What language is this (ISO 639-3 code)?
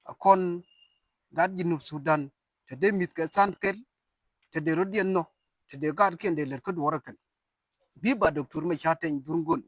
nus